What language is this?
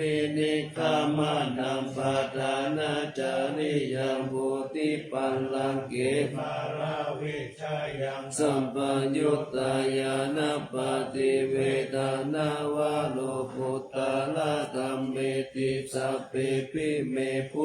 Pali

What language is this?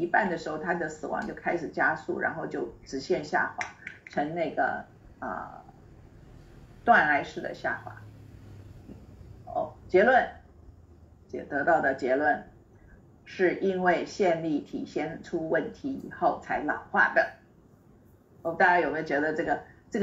Chinese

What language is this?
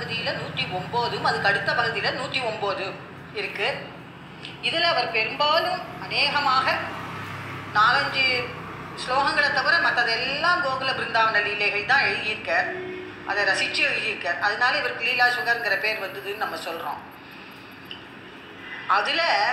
Tamil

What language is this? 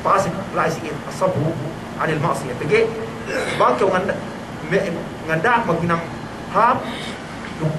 Yakan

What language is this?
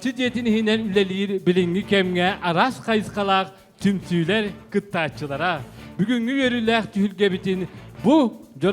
Yakut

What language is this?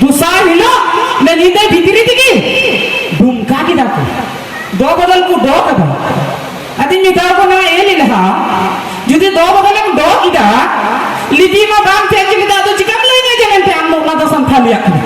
Santali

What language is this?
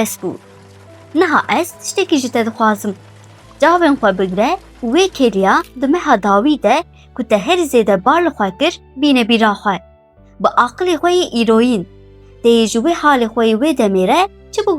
Kurdish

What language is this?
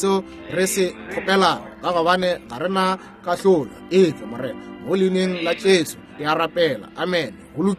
Northern Sotho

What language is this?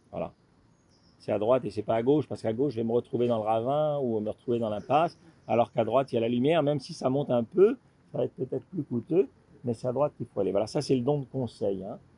French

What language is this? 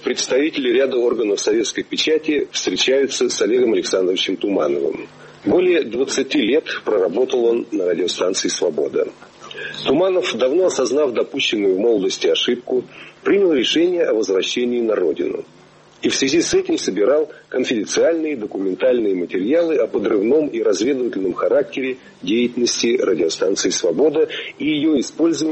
Russian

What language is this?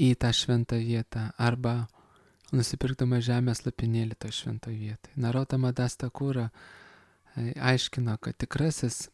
Lithuanian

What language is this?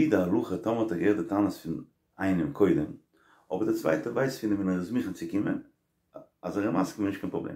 Yiddish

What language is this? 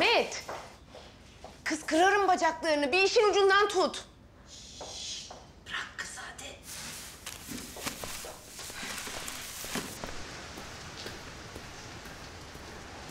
Turkish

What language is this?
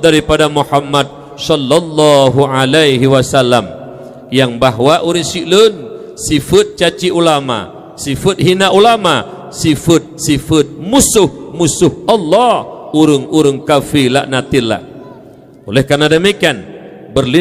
Achinese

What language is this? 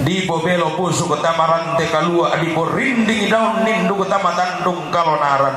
Toraja-Sa'dan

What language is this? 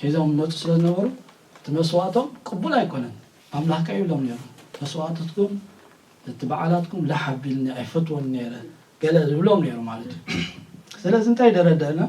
Tigrinya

